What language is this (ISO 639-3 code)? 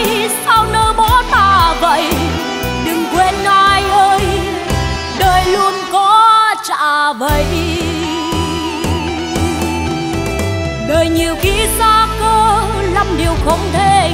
vie